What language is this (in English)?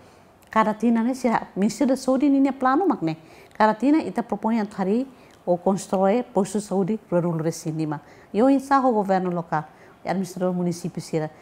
Tetum